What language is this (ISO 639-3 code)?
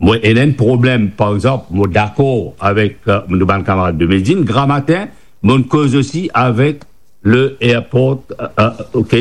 mfe